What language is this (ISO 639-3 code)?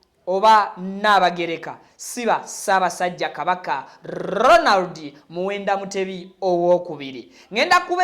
lug